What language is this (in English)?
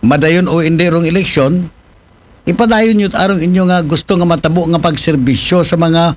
Aklanon